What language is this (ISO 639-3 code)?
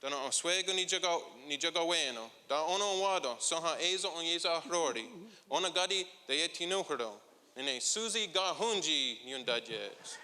moh